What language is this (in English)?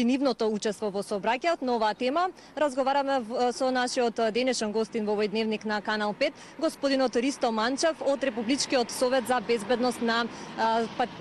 Macedonian